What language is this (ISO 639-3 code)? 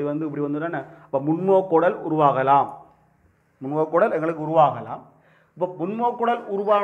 tam